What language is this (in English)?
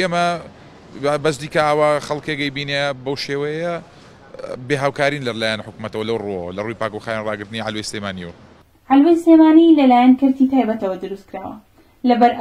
Central Kurdish